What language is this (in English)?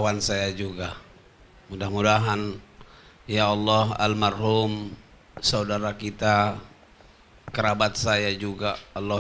Musi